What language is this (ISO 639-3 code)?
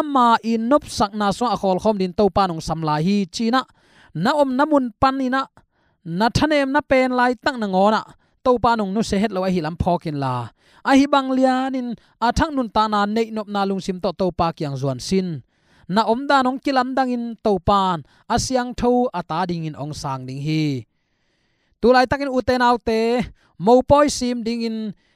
ctd